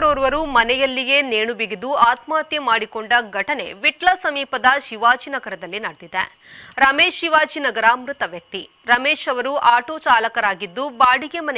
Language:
Kannada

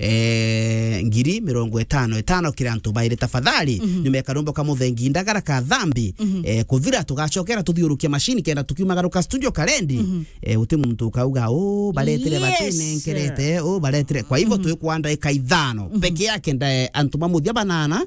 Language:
Meru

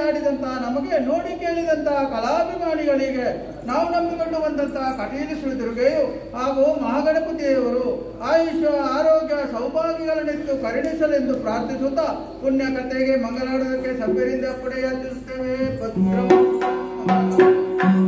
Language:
Kannada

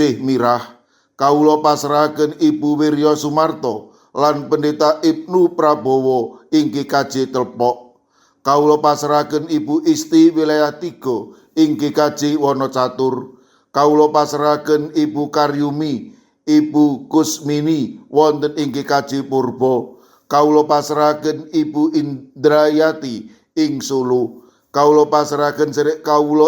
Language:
Javanese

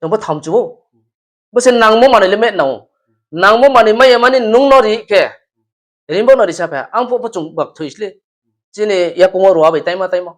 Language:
Riang (India)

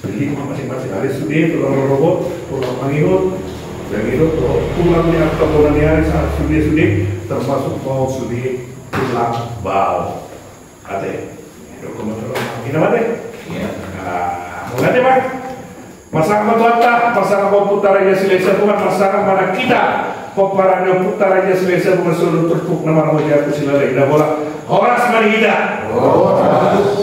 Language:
Batak Toba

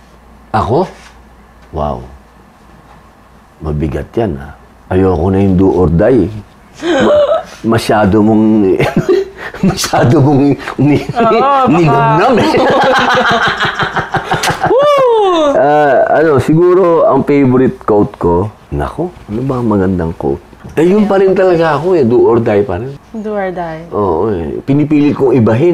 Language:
Filipino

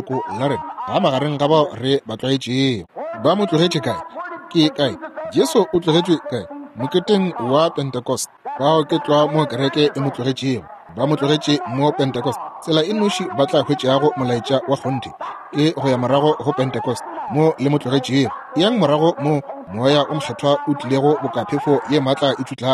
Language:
Northern Sotho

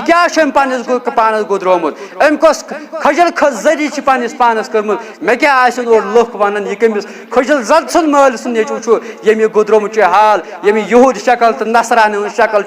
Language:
Kashmiri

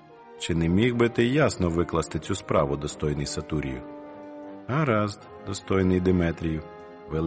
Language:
Ukrainian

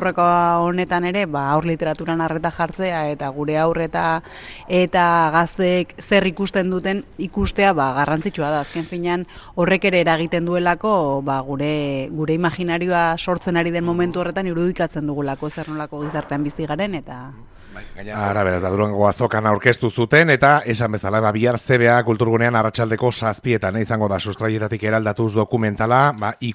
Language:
Basque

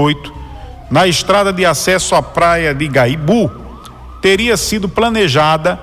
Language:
Portuguese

